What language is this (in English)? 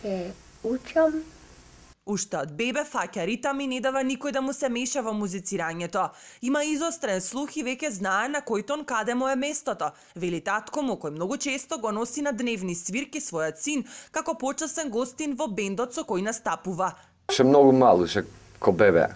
Macedonian